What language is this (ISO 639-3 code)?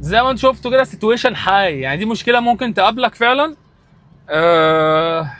arz